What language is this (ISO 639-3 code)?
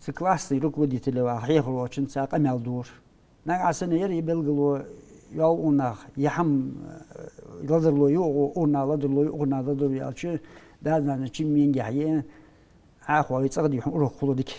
inh